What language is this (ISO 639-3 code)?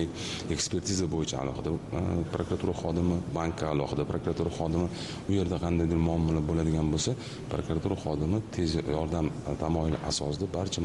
uzb